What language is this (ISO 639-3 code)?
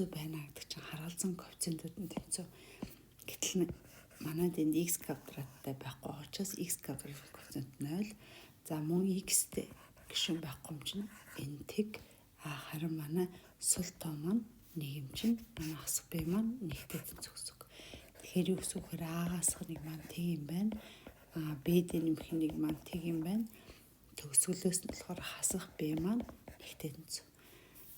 mon